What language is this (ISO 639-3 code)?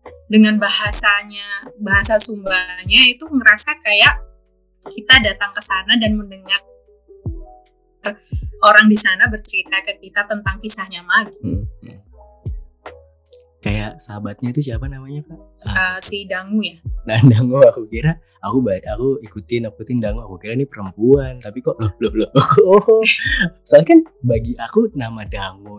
ind